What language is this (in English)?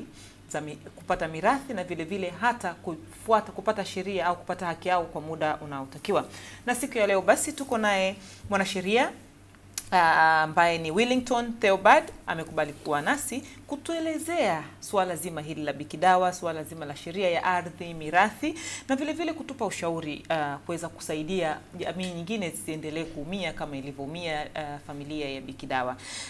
Swahili